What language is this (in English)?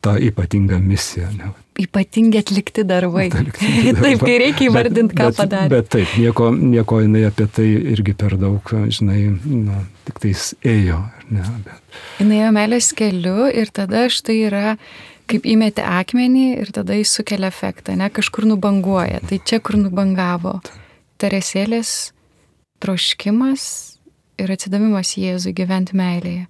Lithuanian